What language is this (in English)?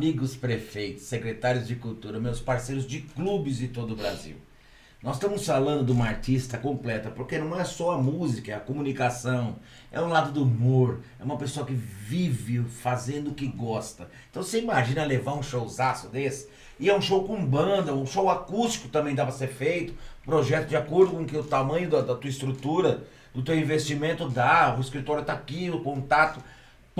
Portuguese